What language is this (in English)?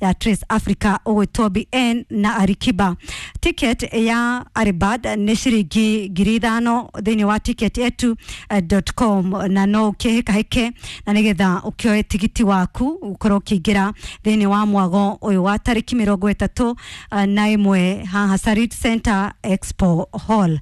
Kikuyu